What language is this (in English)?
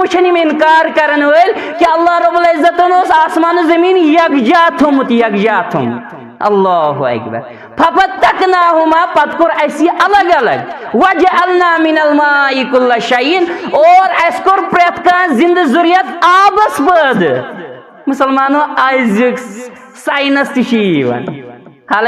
Kashmiri